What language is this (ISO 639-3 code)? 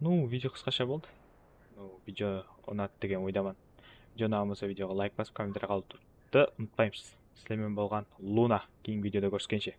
kaa